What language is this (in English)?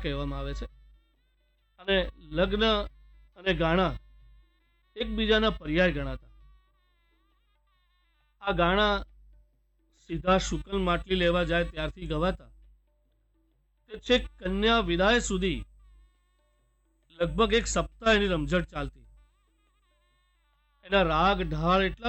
Gujarati